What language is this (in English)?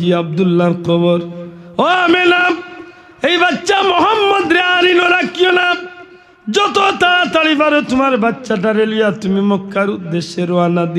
Sylheti